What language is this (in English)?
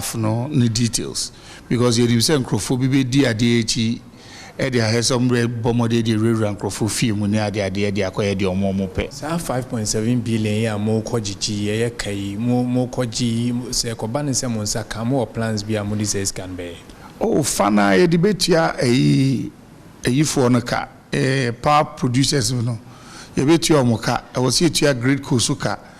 Akan